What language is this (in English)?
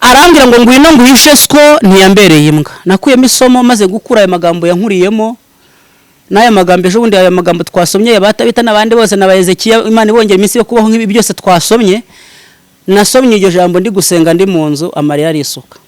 Kinyarwanda